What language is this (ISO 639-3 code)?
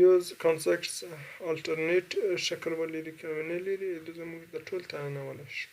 pus